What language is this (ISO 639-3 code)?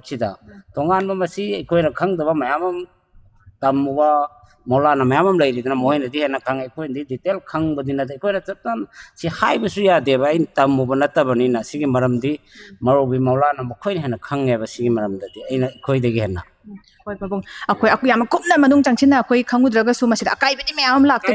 mni